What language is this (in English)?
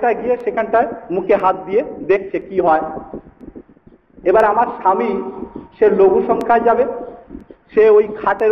Bangla